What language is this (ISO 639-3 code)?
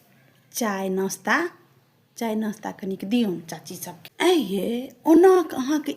mai